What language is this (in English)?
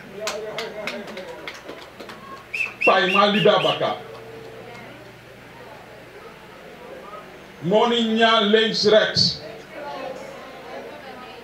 Dutch